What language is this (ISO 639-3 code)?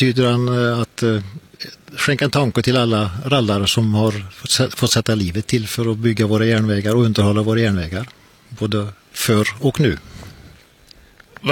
swe